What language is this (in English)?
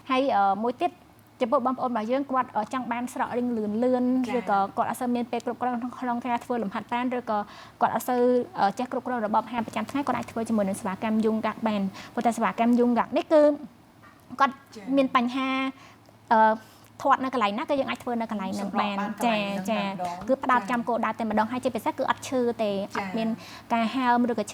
Khmer